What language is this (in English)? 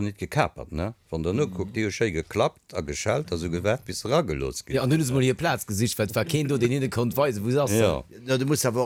Luxembourgish